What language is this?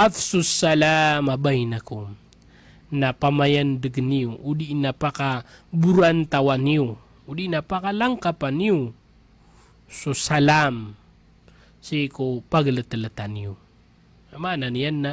Maranao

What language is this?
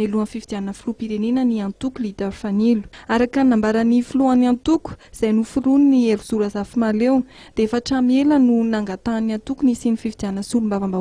Malagasy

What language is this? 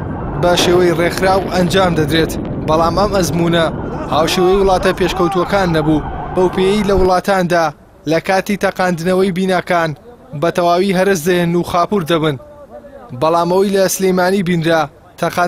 Central Kurdish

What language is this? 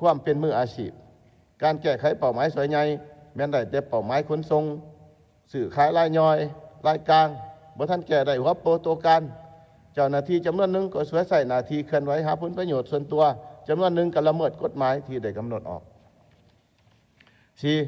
Lao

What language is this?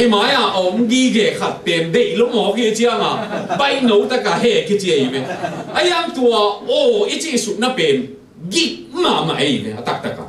Tedim Chin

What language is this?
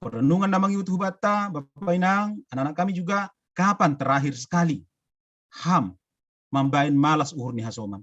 Batak Simalungun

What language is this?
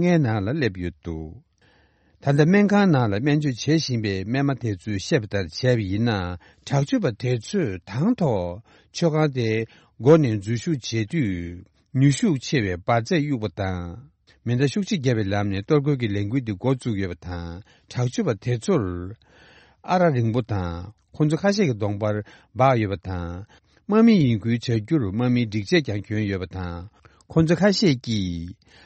Tibetan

